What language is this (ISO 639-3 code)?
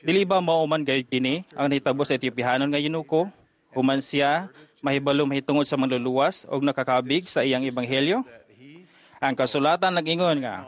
ceb